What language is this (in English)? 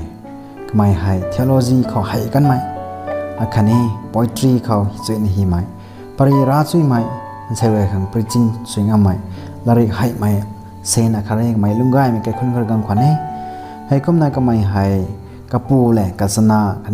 Rongmei Naga